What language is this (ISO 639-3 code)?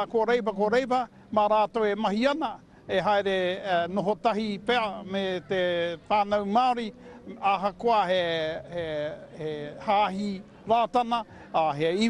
mri